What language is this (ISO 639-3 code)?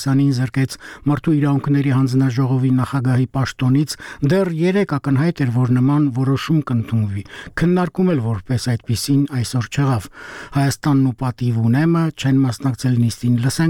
hye